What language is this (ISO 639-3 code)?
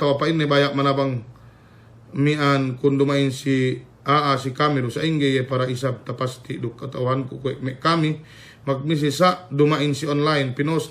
yka